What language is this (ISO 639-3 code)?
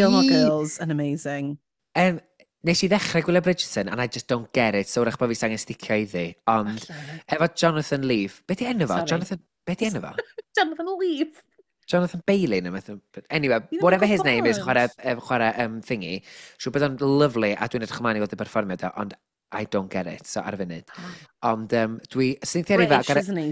cym